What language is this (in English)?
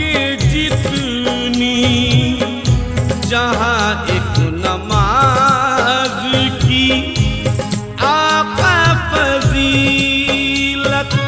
Hindi